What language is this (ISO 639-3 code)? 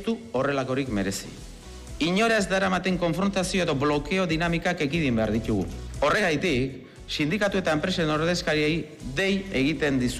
eus